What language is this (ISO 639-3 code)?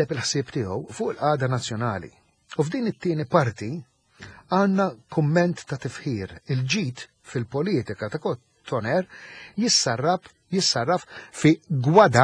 mlt